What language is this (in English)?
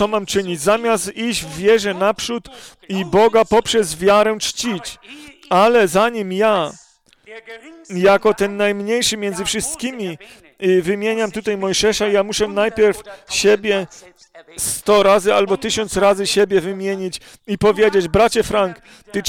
Polish